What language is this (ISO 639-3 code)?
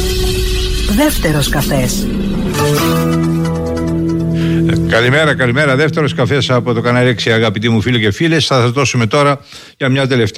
ell